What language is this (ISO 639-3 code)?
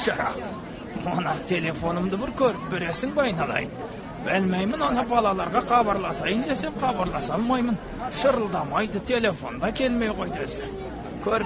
kaz